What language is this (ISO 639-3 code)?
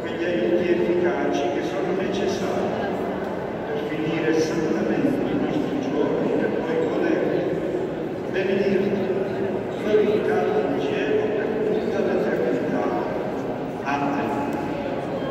ita